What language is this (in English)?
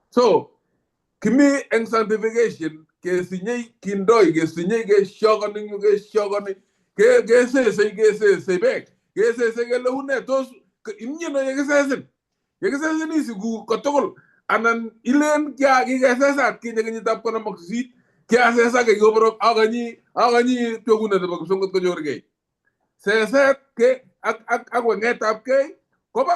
Kalenjin